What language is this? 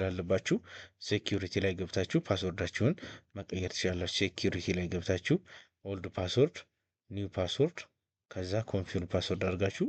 Amharic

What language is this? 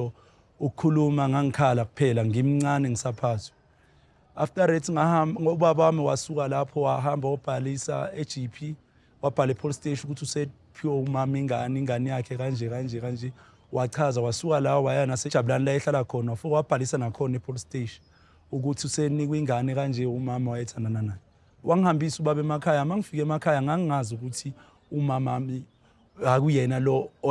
Zulu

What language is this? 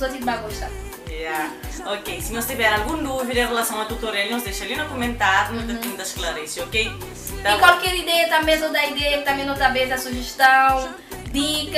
Kabuverdianu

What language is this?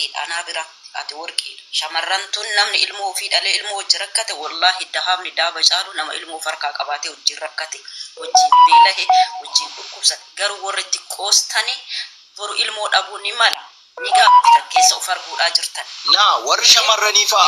Oromo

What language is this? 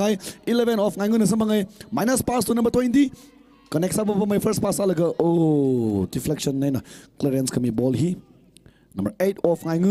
Tangkhul Naga (India)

